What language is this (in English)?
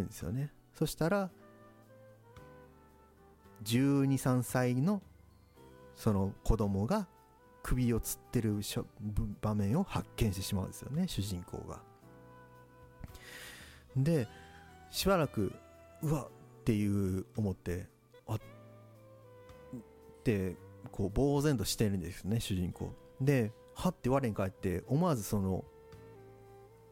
Japanese